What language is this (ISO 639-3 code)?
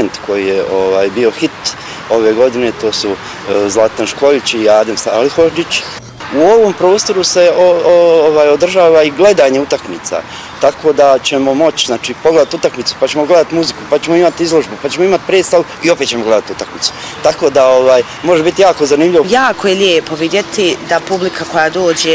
bos